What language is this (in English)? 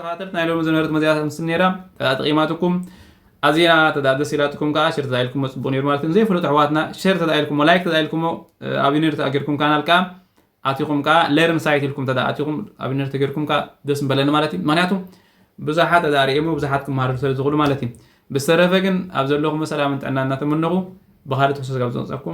Tigrinya